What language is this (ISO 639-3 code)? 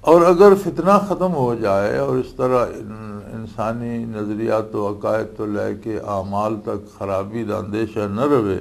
lah